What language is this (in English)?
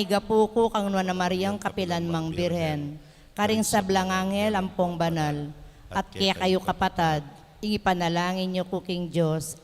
Pampanga